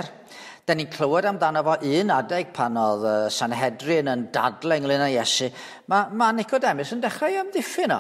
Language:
Welsh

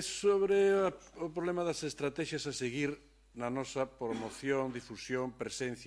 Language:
Galician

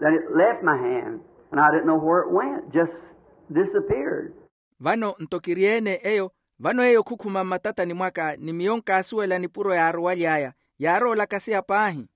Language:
Makhuwa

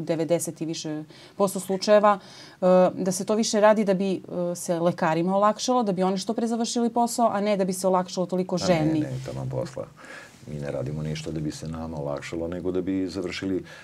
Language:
Serbian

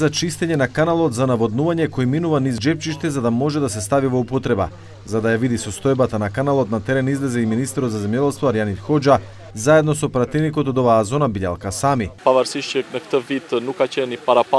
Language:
Macedonian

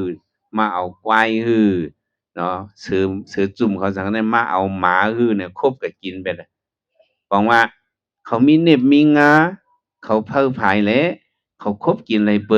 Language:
Shan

